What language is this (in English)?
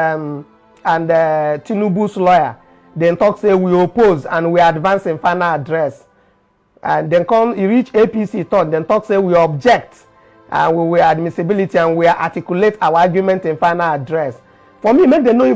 Nigerian Pidgin